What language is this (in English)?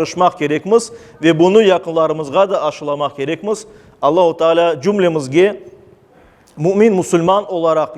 Crimean Tatar